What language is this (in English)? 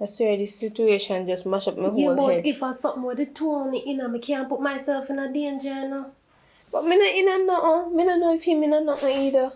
Jamaican Creole English